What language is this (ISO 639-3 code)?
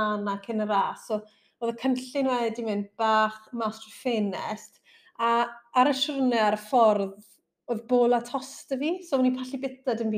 cym